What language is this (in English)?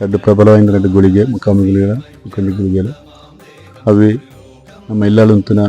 Tulu